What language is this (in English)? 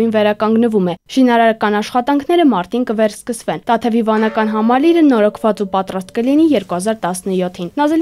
Armenian